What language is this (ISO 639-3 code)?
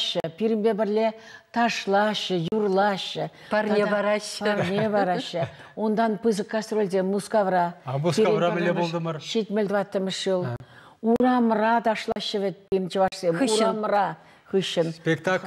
chv